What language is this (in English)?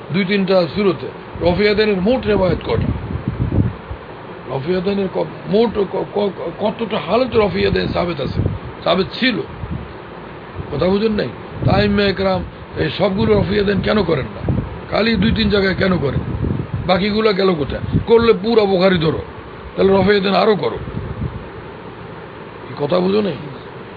Bangla